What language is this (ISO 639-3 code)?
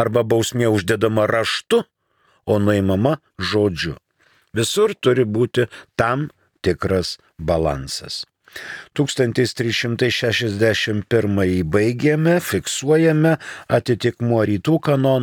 lit